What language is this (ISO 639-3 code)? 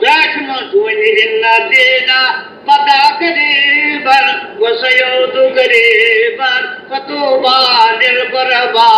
kas